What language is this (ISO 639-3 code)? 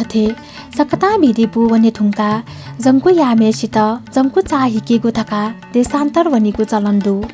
new